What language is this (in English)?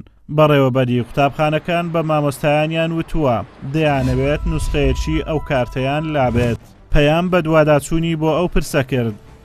Central Kurdish